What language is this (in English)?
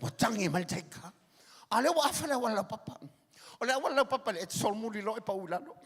Samoan